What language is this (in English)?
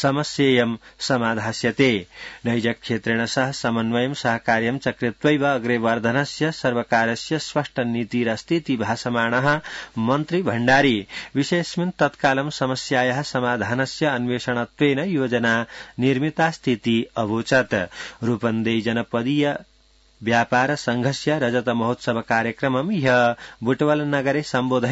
Sanskrit